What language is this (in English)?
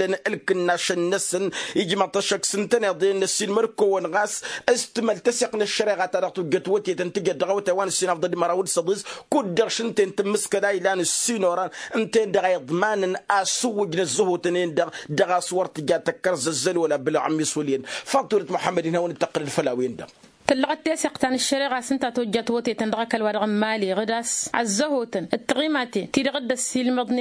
Tamasheq